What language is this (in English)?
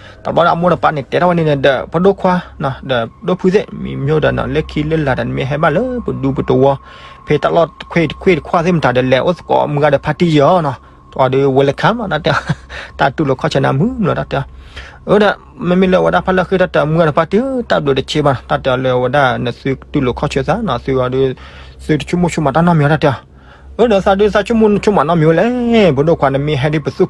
S'gaw Karen